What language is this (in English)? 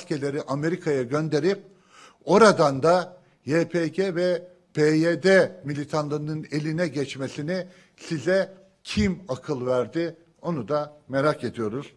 Turkish